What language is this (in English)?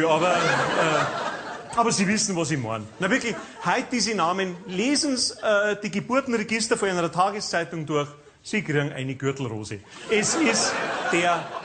Bavarian